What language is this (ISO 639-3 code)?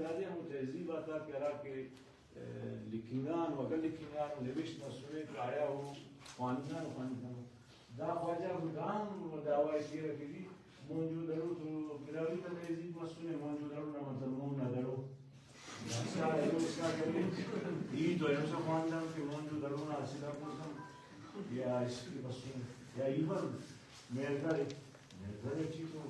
brh